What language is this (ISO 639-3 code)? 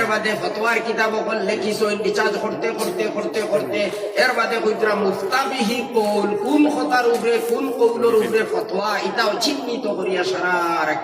syl